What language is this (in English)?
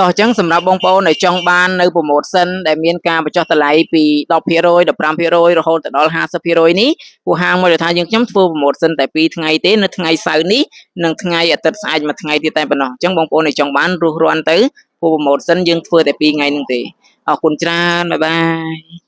Khmer